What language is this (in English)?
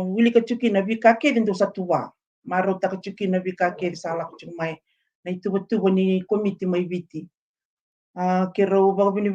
Fijian